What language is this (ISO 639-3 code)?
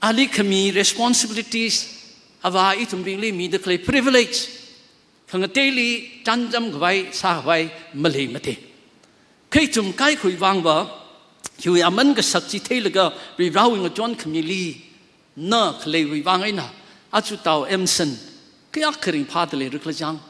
nmf